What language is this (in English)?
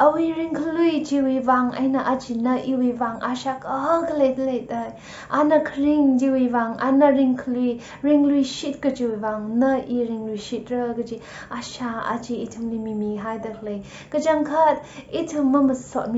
Tangkhul Naga (India)